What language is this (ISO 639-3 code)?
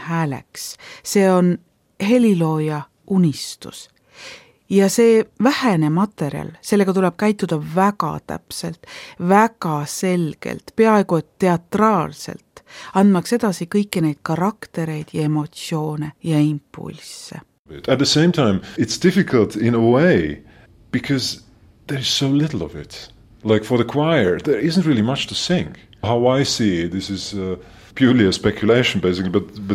est